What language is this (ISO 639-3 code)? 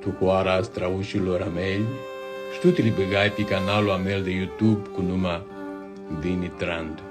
rup